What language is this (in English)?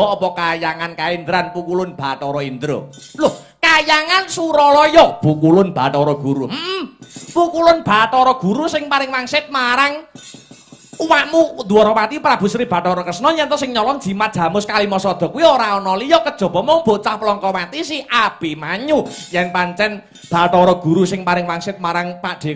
Javanese